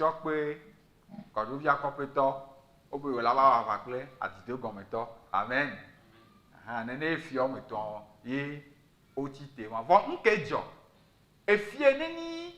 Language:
Ewe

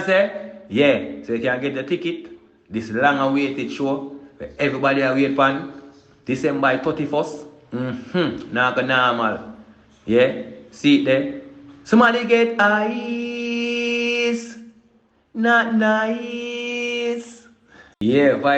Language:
Jamaican Creole English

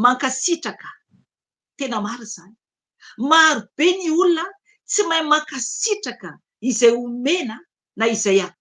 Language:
Malagasy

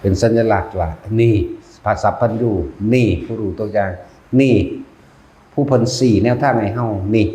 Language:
Northeastern Thai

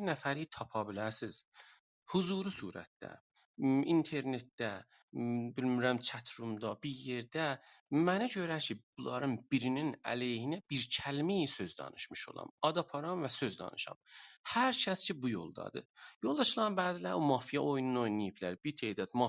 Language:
South Azerbaijani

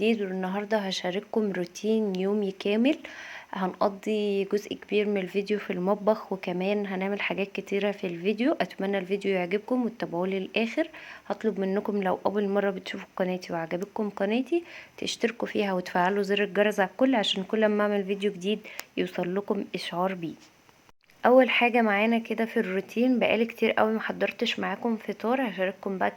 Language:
Egyptian Arabic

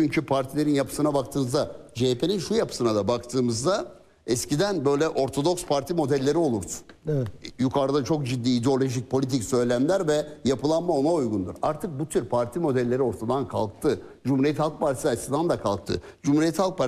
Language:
Turkish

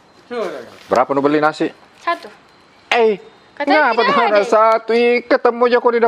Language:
Makassar Malay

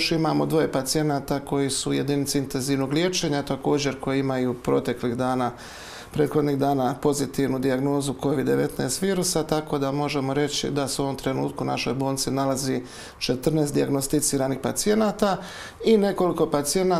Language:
Croatian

